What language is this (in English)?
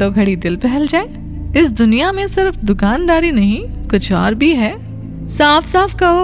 Hindi